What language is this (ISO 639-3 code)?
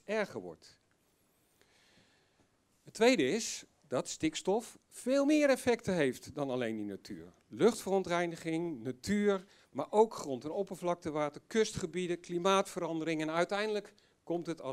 nld